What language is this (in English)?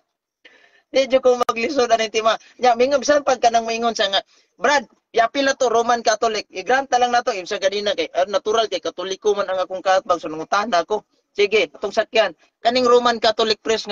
Cebuano